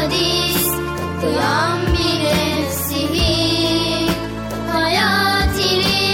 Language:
Turkish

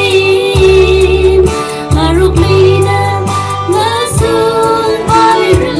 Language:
Tangkhul Naga (India)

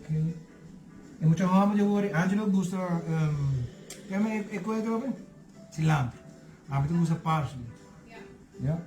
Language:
Papiamento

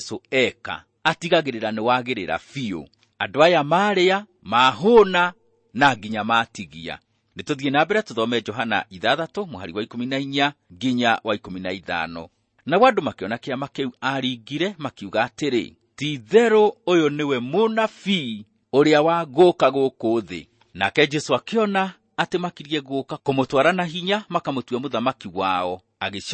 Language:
Kikuyu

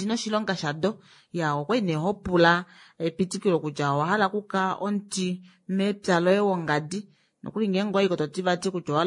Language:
Kuanyama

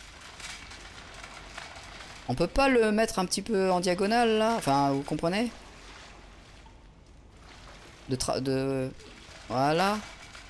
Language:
French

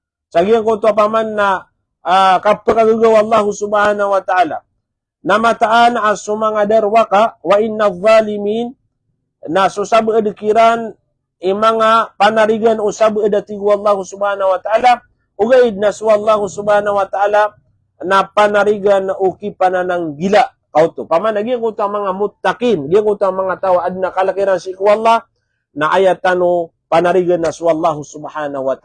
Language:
Maranao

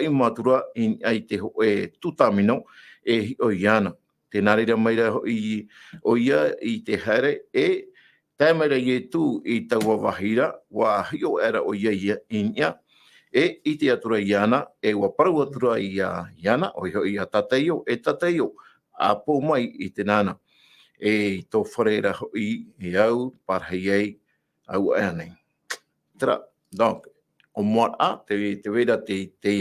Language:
Tahitian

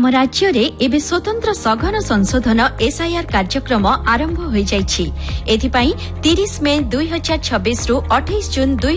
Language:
Odia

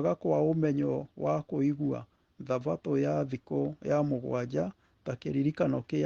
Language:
Kikuyu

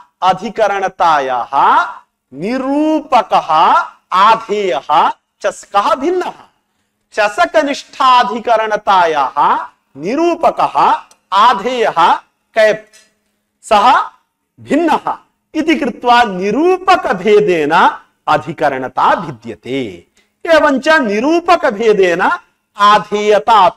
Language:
Sanskrit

